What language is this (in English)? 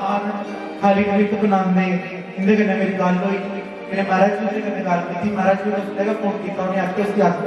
Dogri